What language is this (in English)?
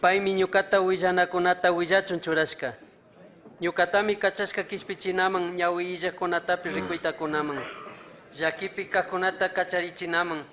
Chimborazo Highland Quichua